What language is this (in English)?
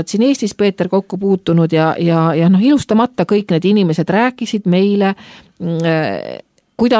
Estonian